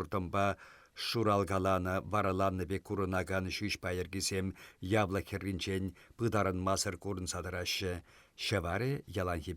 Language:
Chuvash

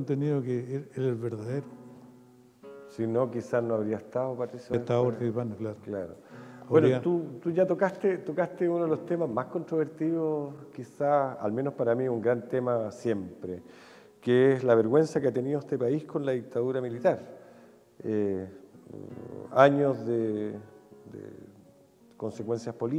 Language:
Spanish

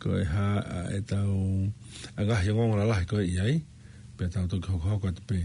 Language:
Tongan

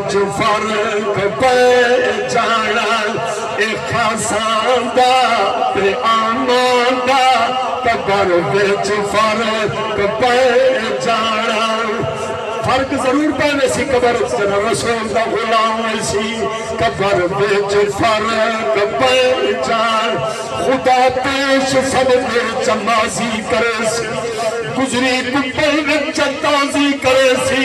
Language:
Saraiki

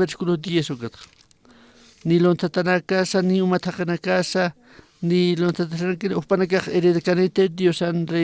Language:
Aymara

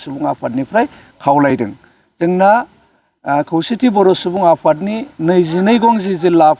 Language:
Bodo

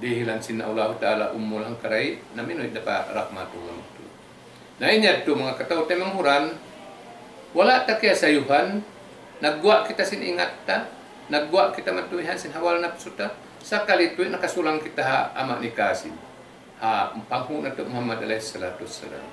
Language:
Tausug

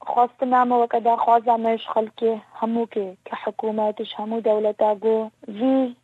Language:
Kurdish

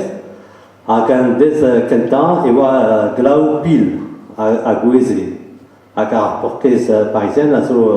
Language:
Breton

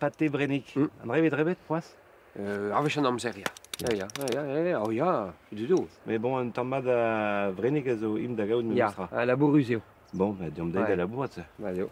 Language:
Breton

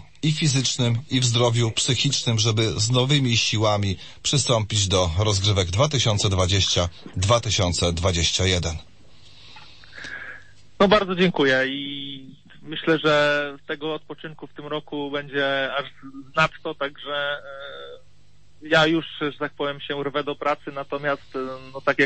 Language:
Polish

